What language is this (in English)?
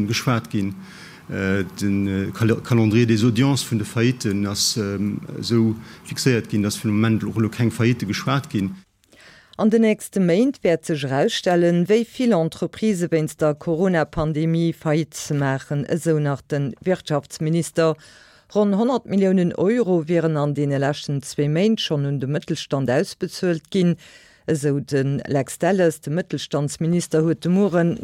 Luxembourgish